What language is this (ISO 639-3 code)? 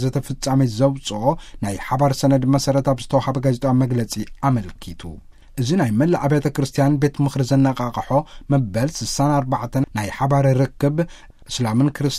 tir